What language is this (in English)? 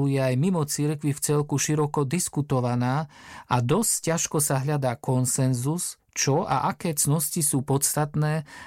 Slovak